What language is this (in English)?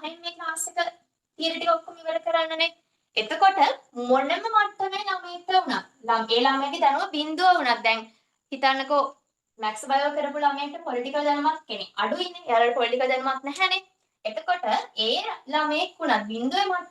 Sinhala